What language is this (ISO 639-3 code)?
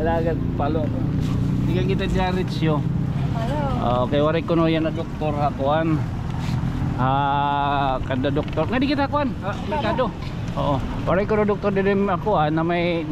war